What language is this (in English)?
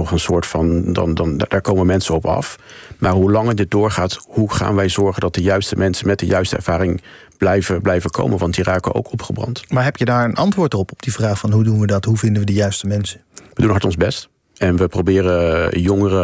Dutch